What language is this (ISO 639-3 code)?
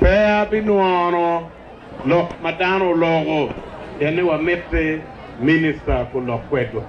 ach